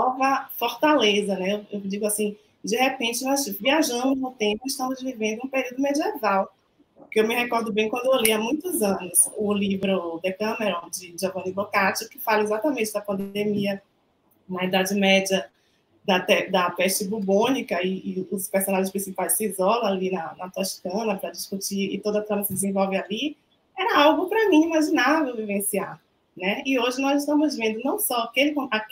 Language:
Portuguese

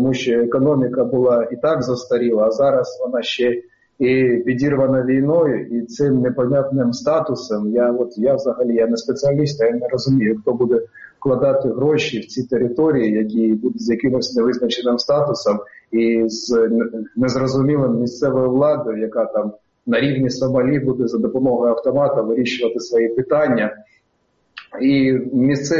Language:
Ukrainian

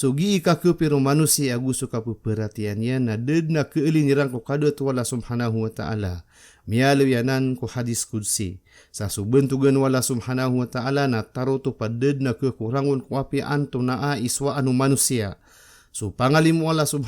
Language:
Maranao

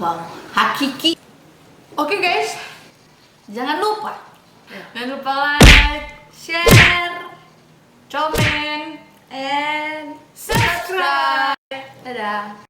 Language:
Manado Malay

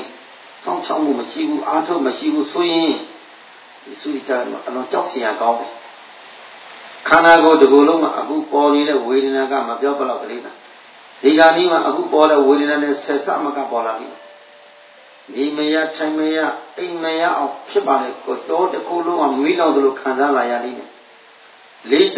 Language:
Burmese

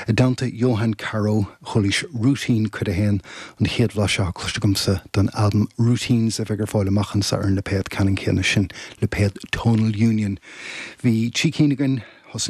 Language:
Irish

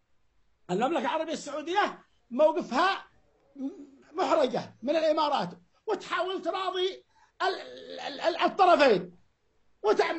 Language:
Arabic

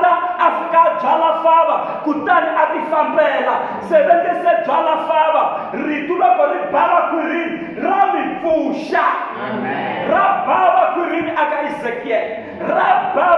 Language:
Tsonga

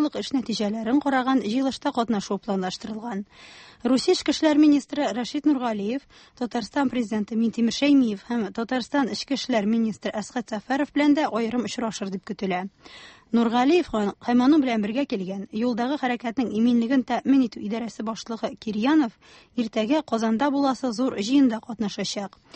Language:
Tatar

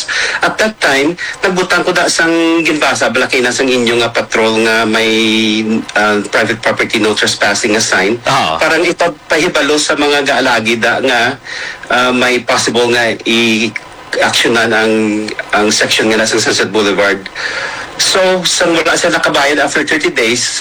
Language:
Hiligaynon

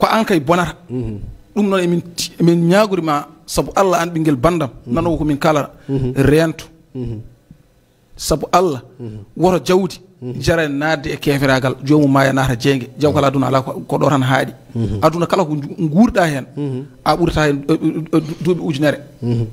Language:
Fula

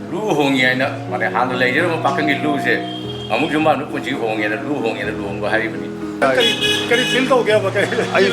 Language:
Manipuri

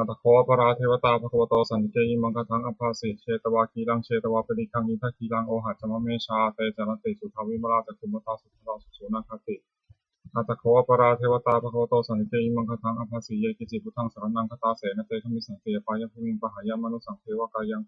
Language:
Pali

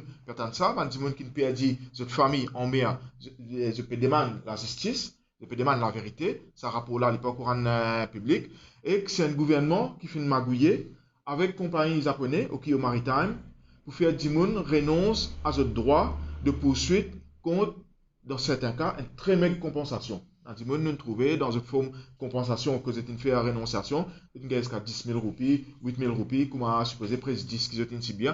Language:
Morisyen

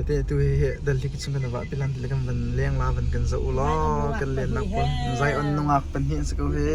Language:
Hakha Chin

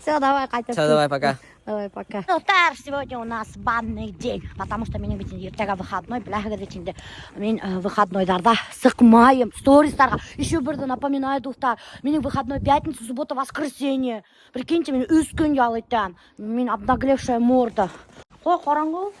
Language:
Bashkir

